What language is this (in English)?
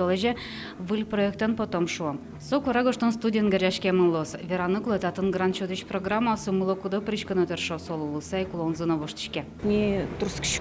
Udmurt